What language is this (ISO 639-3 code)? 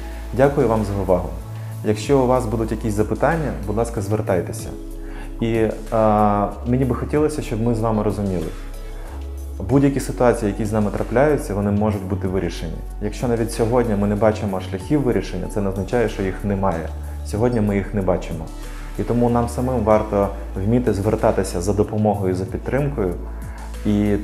ukr